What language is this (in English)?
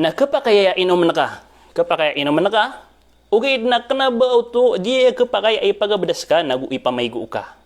Maranao